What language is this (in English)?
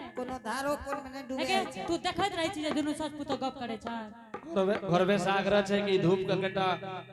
Angika